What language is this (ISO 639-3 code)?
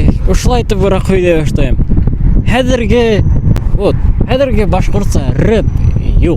bak